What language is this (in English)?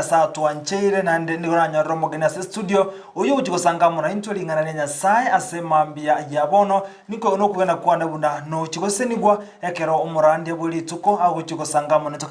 Gusii